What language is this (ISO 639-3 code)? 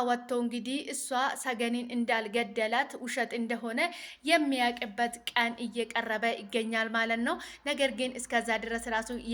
amh